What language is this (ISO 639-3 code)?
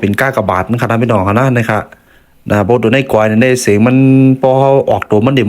shn